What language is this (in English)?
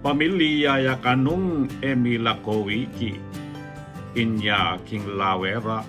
Pampanga